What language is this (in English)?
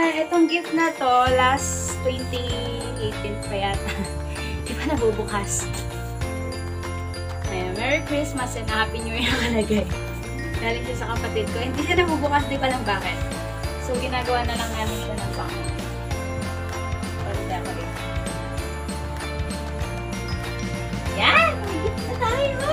Filipino